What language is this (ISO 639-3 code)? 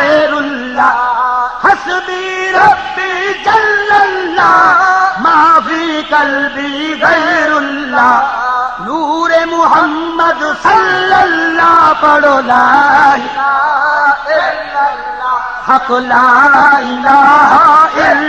skr